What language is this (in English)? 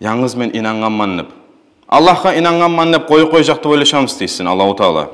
Kumyk